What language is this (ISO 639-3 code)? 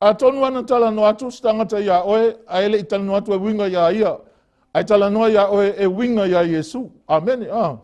smo